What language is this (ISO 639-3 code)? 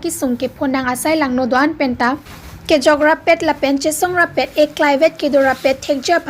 mjw